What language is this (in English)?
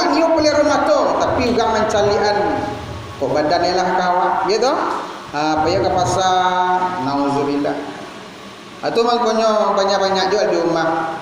Minangkabau